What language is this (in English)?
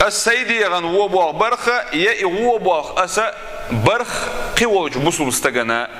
Chechen